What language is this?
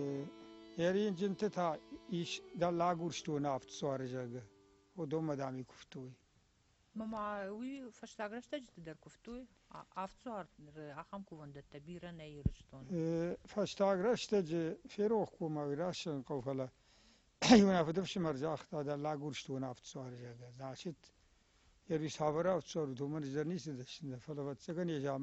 Ossetic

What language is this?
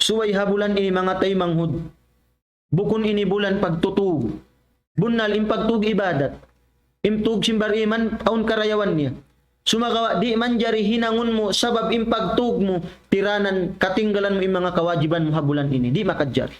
Tausug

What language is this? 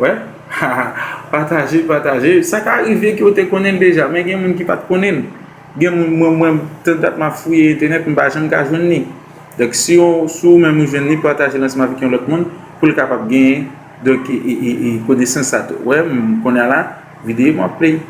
Haitian Creole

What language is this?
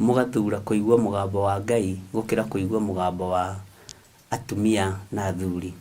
Kikuyu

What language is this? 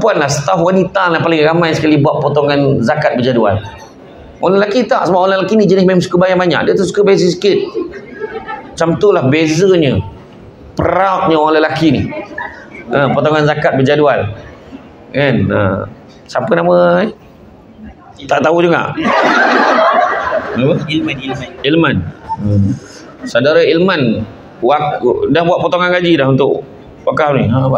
Malay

